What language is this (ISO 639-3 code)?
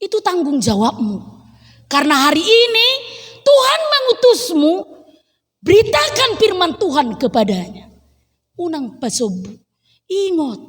bbc